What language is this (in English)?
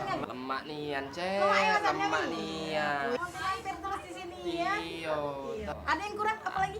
Musi